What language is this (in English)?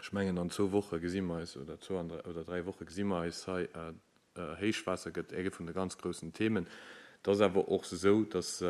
Luxembourgish